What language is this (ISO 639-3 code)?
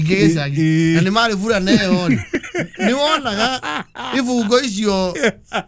kik